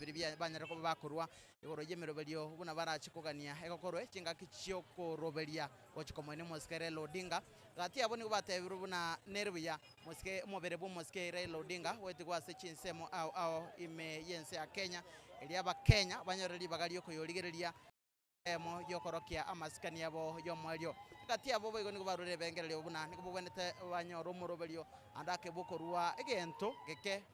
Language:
Gusii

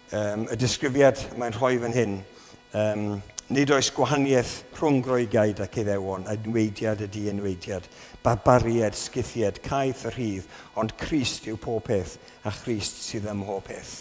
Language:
Welsh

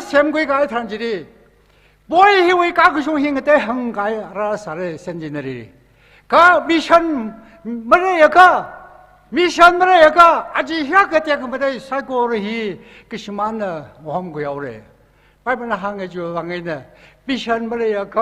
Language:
Tangkhul Naga (India)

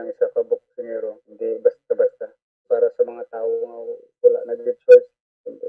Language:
Hiligaynon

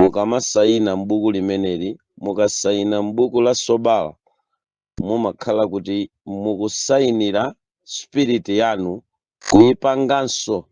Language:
Nyanja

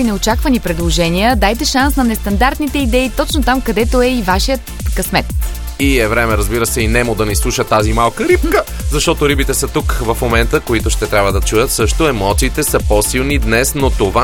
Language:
Bulgarian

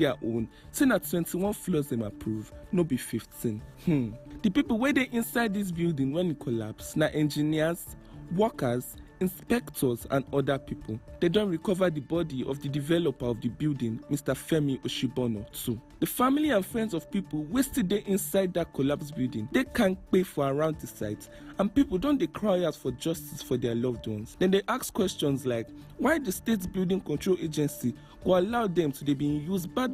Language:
Nigerian Pidgin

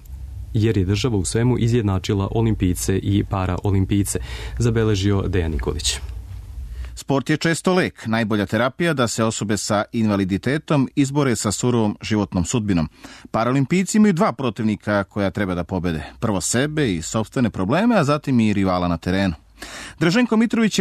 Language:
Serbian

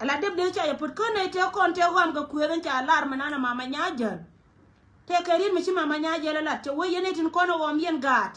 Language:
Nuer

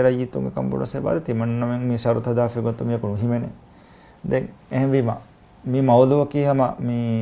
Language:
Divehi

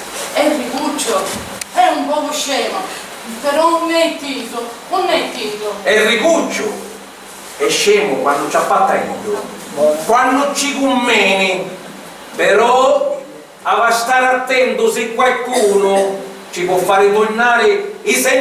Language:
Sicilian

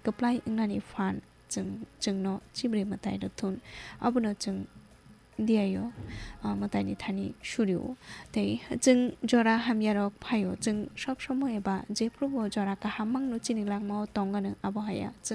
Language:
Kok Borok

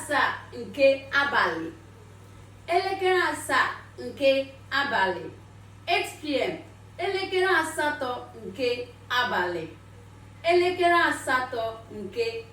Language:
Igbo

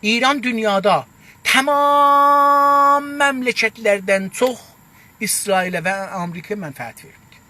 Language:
South Azerbaijani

